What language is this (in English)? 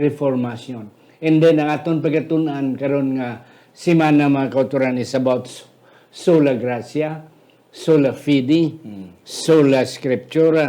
Hiligaynon